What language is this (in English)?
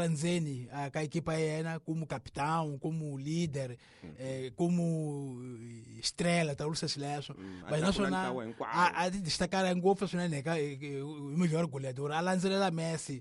Tsonga